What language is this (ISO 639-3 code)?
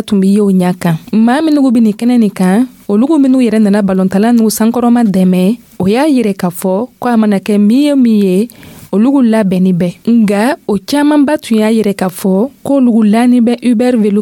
dyu